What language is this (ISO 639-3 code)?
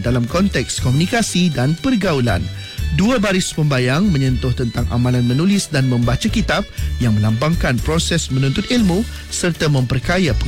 msa